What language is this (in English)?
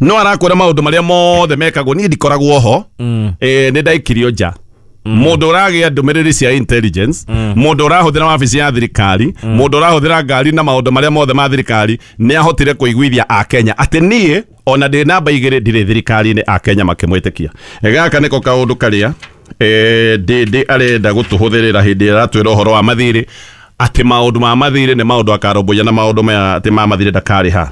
Kikuyu